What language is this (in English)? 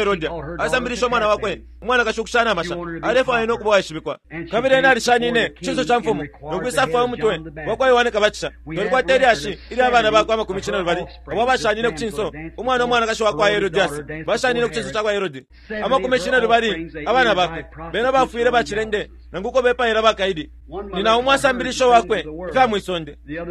Bemba